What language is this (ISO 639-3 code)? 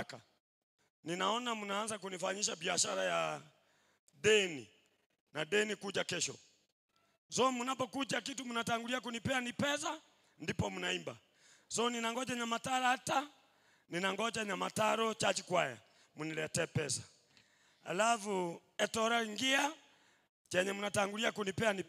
guz